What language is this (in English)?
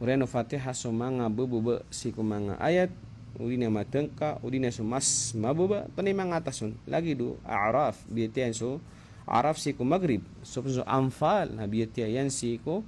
Maranao